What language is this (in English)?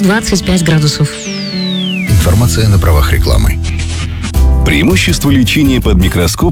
Russian